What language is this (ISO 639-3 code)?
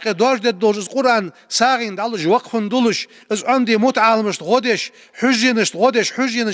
inh